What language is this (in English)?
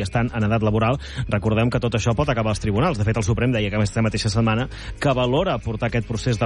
Catalan